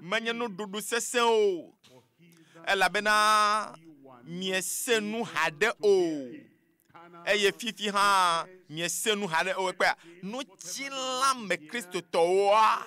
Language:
Ewe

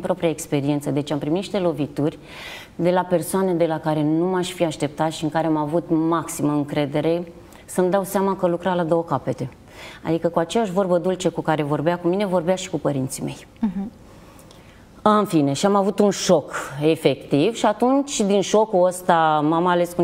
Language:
Romanian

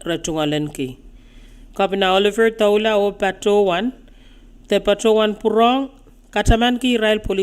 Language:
Pohnpeian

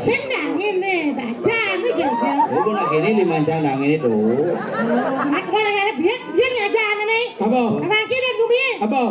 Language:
Balinese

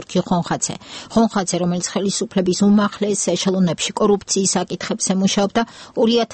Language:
Georgian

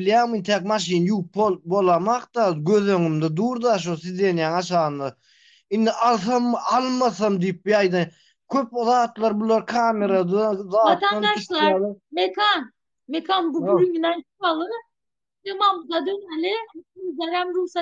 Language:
Turkmen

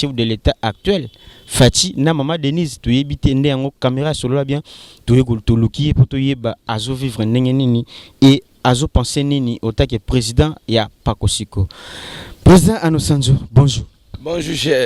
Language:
Lingala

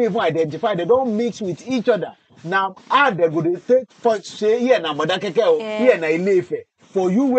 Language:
Nigerian Pidgin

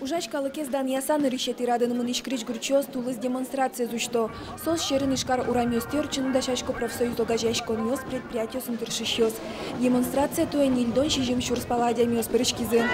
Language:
Udmurt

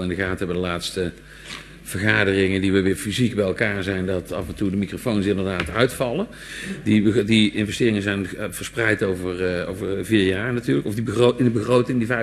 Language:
Dutch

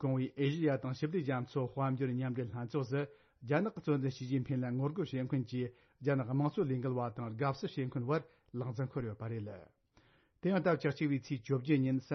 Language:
Tibetan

